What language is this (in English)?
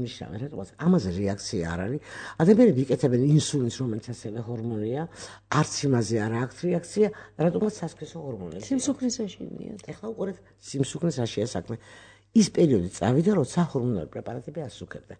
Georgian